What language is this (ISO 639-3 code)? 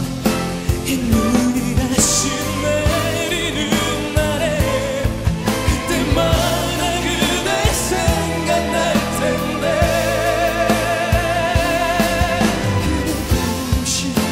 kor